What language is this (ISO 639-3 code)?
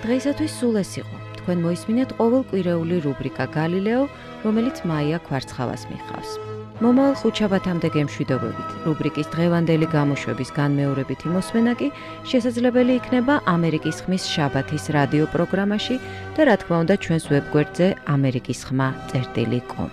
kat